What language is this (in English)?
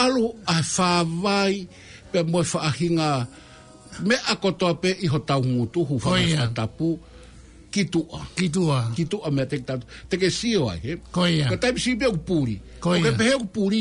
Tongan